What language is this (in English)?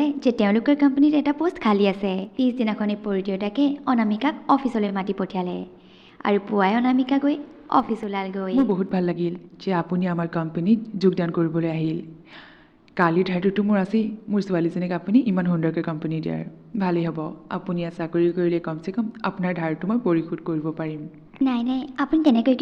Assamese